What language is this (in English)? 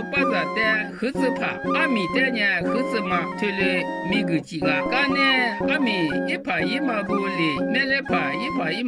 Lisu